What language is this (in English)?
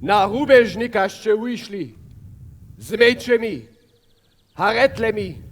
Upper Sorbian